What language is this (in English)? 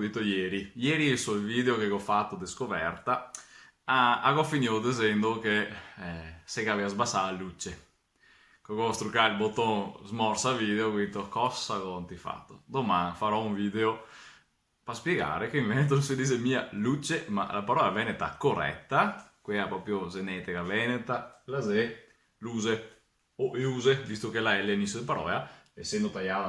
Venetian